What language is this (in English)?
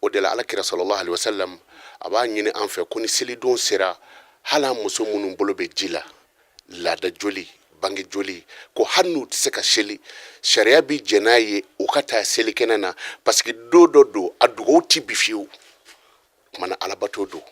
Bambara